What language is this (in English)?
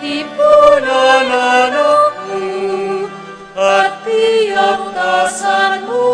Pampanga